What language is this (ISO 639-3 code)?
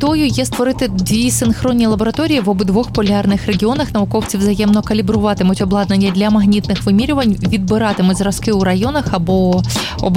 ukr